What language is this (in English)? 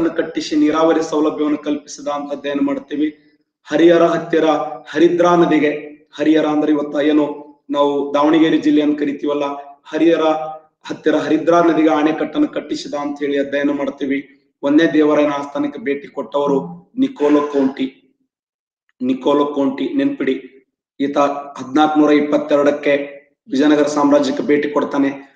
Kannada